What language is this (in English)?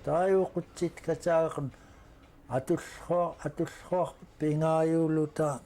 Central Yupik